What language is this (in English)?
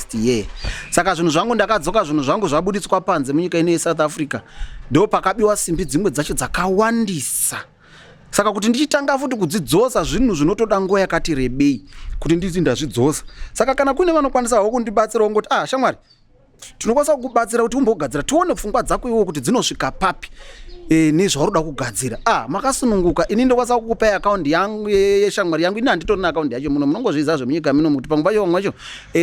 Shona